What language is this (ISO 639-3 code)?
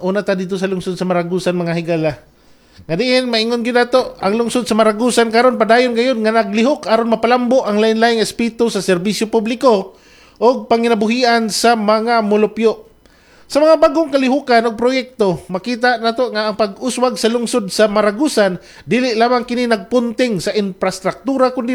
ceb